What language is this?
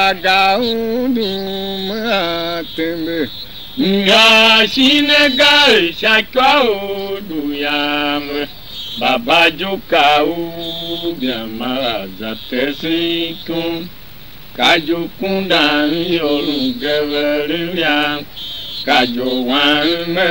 Tiv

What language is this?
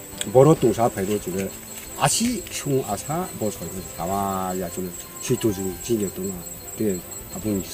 Riang (India)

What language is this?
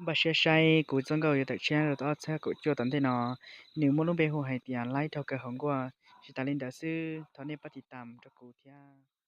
Hmong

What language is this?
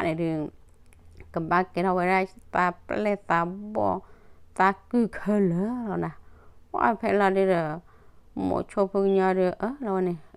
S'gaw Karen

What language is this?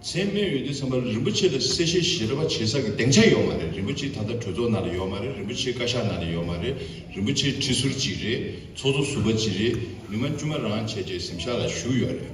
Tibetan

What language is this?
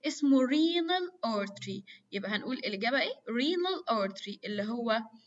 Egyptian Arabic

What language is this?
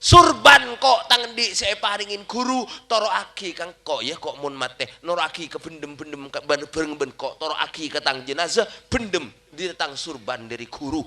Madurese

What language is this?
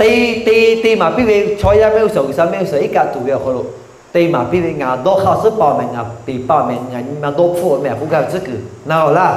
Lahu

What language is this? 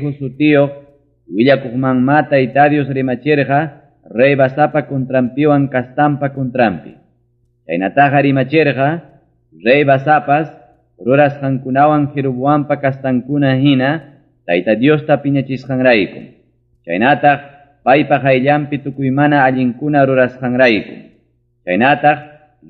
Ayacucho Quechua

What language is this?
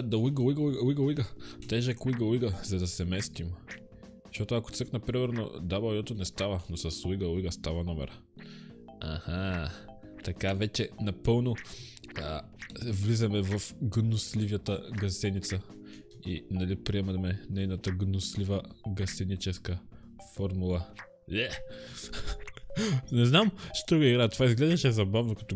Bulgarian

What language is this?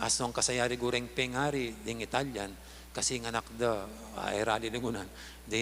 Pampanga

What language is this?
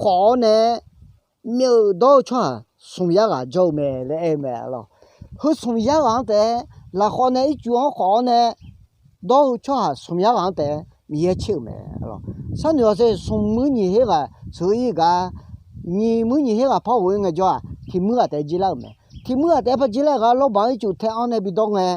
Akha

